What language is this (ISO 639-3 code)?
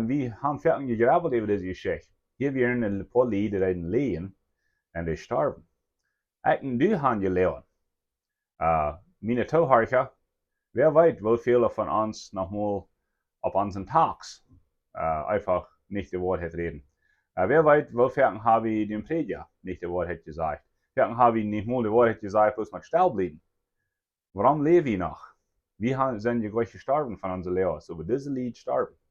pdt